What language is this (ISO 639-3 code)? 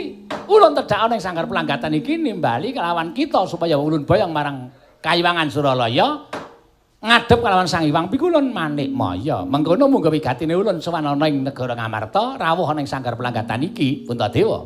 jav